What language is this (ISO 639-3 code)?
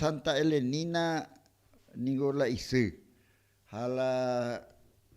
grn